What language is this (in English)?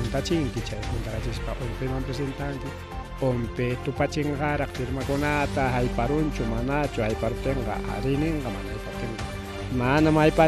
Ayacucho Quechua